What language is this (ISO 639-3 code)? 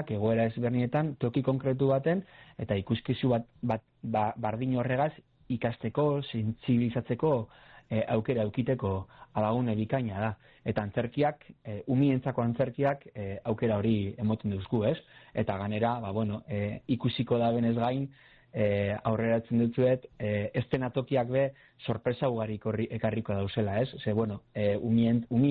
eus